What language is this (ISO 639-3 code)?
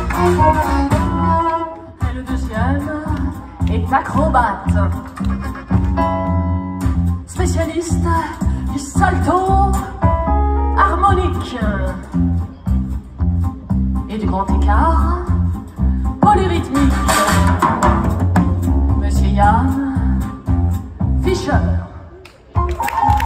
fra